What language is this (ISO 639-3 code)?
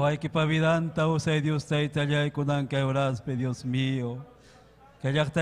quy